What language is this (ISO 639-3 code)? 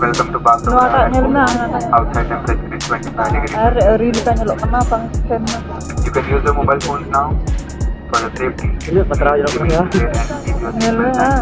sat